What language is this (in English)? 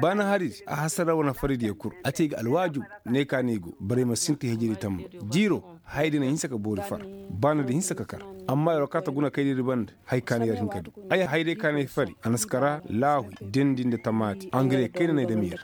Koyraboro Senni